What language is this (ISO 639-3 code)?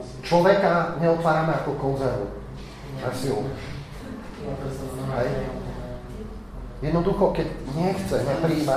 slk